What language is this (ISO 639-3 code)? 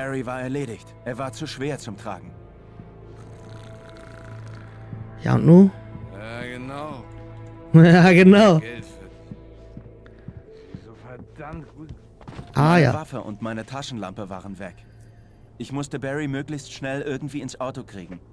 deu